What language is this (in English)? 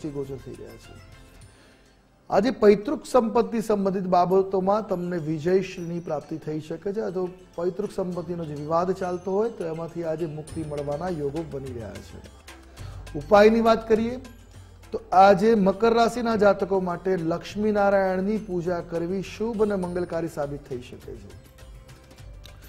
Gujarati